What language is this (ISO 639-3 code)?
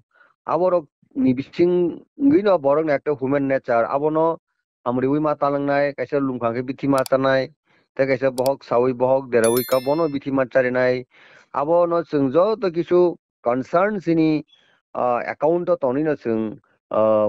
trp